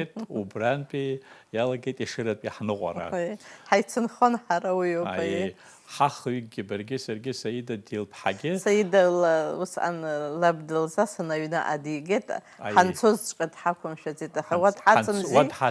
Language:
Abkhazian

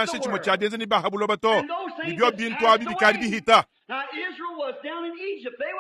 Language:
Luba-Lulua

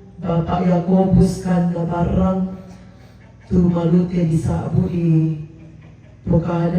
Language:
Toraja-Sa'dan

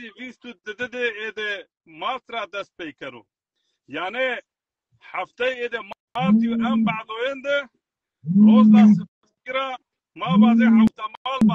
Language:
Zaza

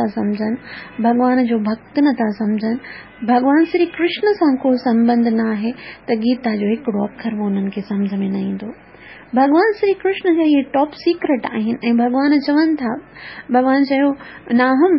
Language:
Sindhi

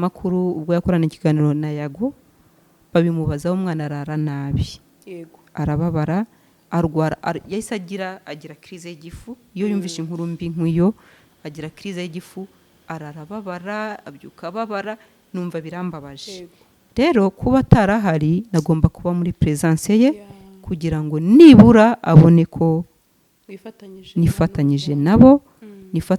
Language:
Kinyarwanda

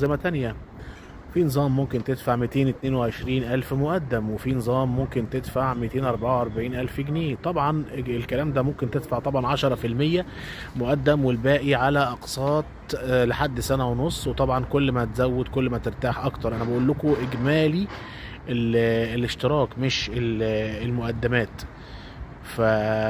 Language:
Egyptian Arabic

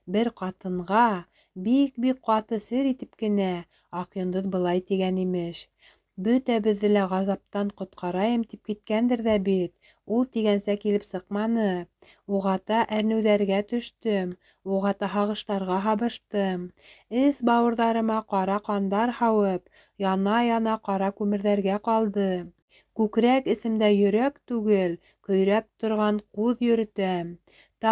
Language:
Bashkir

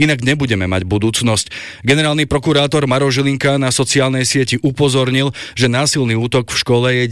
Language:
Slovak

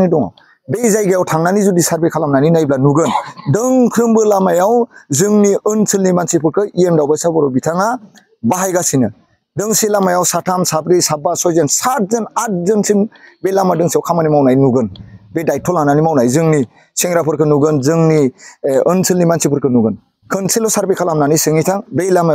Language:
Bodo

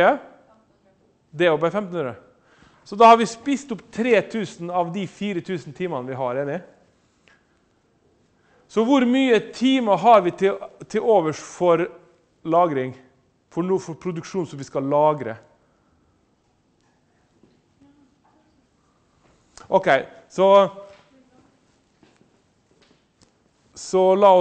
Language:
Norwegian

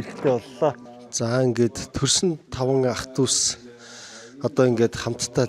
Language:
Mongolian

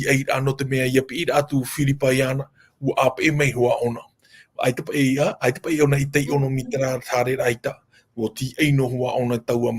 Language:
Tahitian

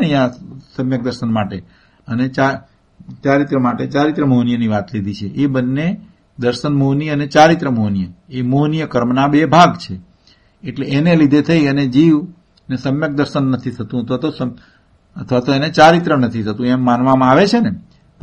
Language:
Gujarati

